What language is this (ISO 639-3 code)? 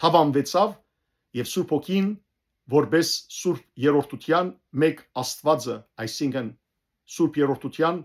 hyw